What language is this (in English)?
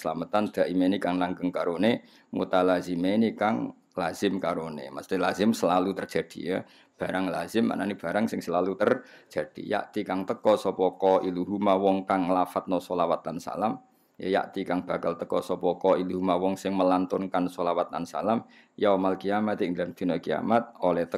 Javanese